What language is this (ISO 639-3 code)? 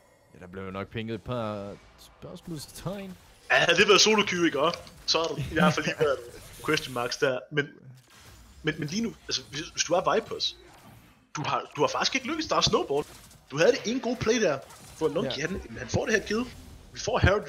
dan